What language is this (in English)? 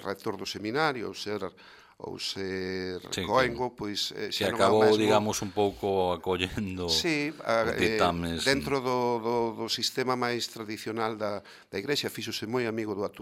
Galician